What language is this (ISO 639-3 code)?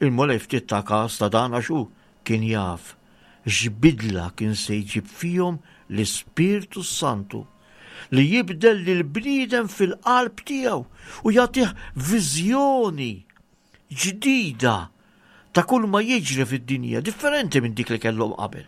mlt